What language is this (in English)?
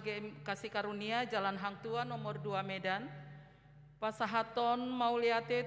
Batak Toba